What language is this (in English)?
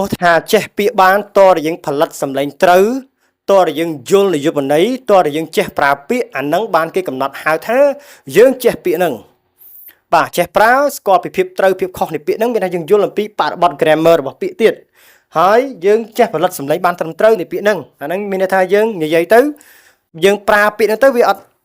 Khmer